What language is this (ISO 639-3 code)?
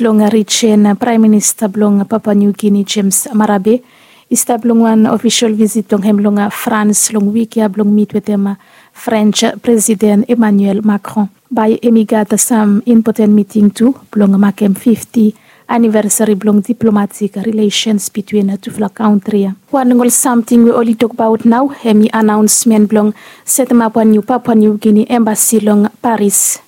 bis